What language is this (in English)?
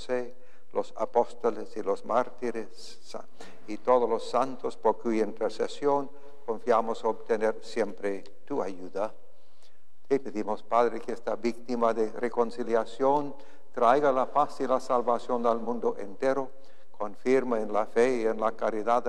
Spanish